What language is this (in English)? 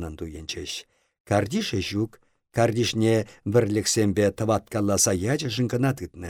Chuvash